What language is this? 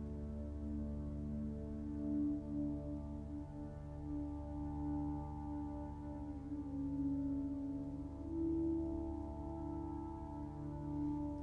Malayalam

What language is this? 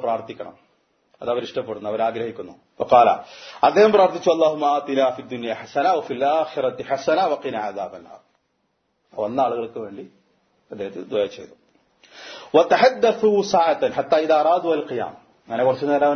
Malayalam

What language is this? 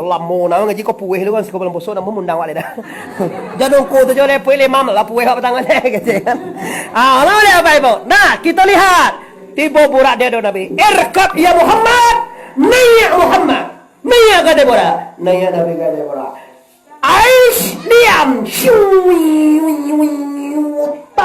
Minangkabau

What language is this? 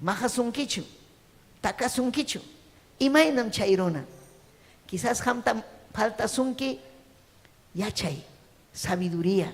Ayacucho Quechua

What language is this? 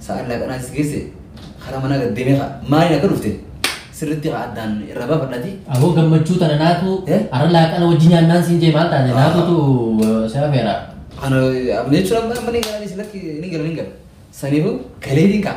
Oromo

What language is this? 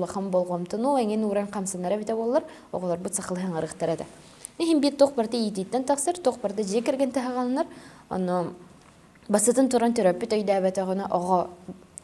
Yakut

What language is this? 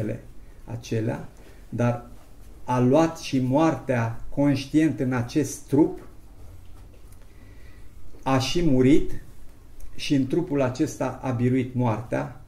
Romanian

